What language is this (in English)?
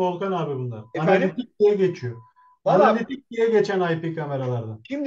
Turkish